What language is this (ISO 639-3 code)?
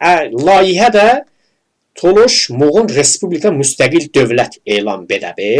tly